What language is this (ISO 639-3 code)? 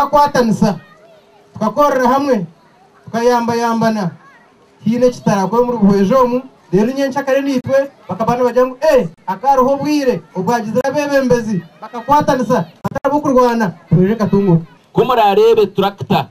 nyn